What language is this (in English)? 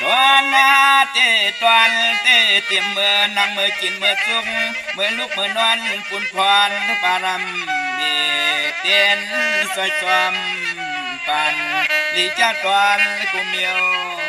Shan